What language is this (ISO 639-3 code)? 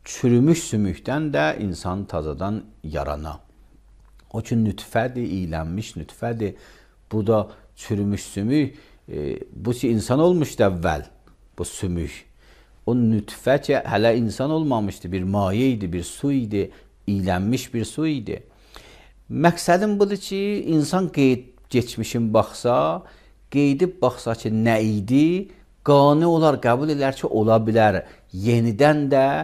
aze